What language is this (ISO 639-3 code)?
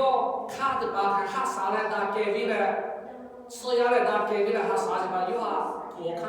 lhu